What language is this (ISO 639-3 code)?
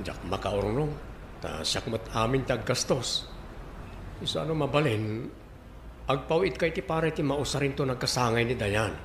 ilo